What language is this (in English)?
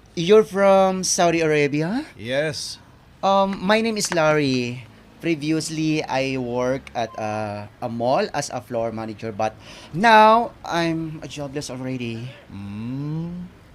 Hiligaynon